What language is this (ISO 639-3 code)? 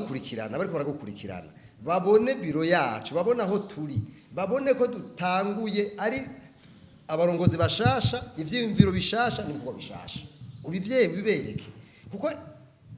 run